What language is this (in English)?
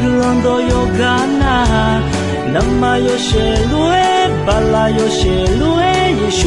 Akha